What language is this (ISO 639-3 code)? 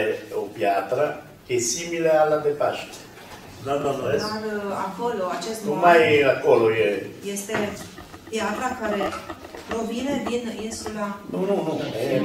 ron